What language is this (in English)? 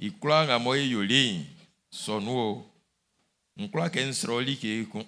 Baoulé